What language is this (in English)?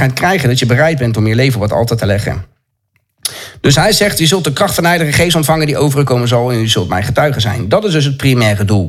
Dutch